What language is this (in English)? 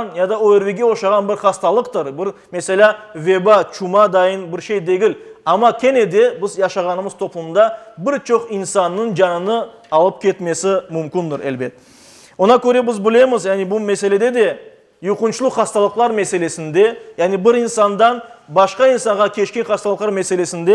Crimean Tatar